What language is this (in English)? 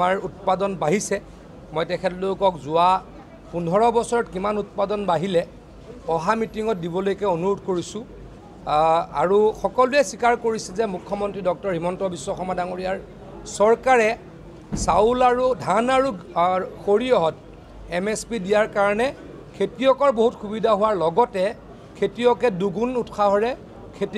Assamese